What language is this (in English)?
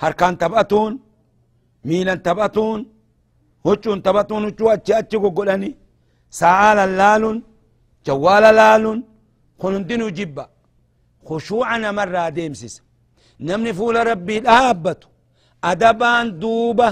Oromo